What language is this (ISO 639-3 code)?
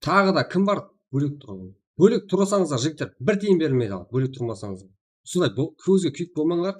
kaa